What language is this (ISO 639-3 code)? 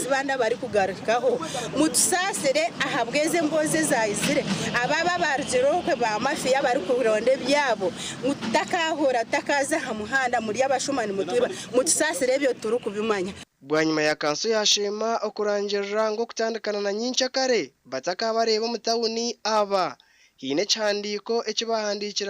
nyn